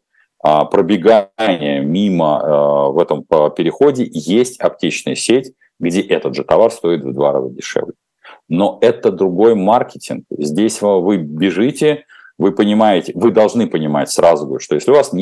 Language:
Russian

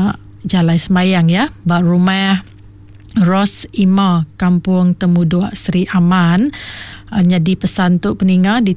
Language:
Iban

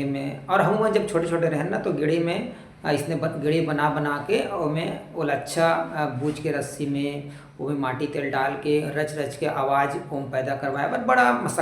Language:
Chhattisgarhi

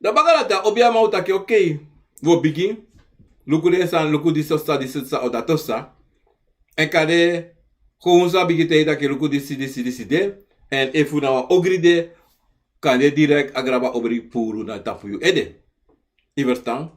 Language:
Sranan Tongo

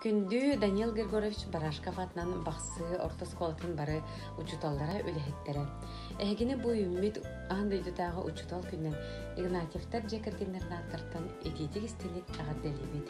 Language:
Yakut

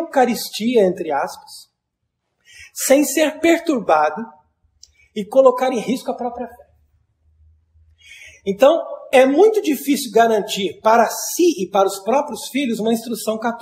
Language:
Portuguese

